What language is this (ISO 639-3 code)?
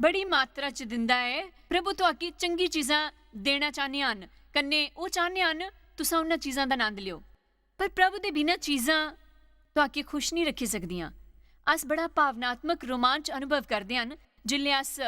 doi